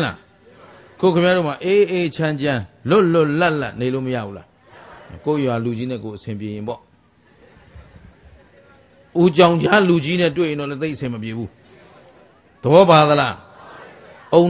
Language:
Burmese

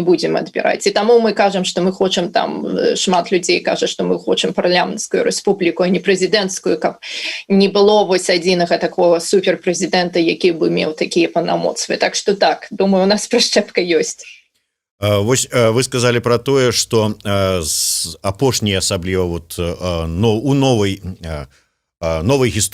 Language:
Belarusian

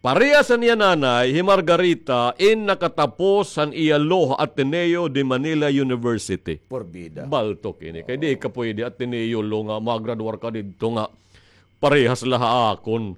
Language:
Waray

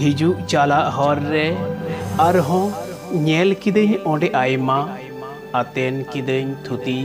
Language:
Santali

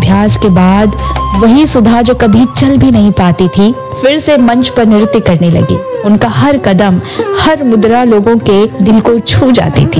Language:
Hindi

